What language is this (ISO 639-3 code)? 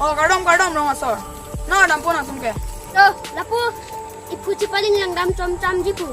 mjw